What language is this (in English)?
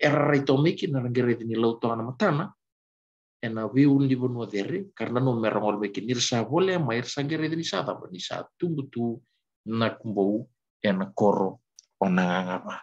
Fijian